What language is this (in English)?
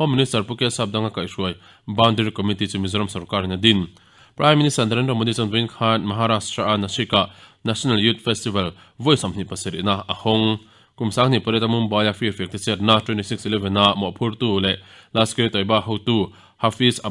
Mizo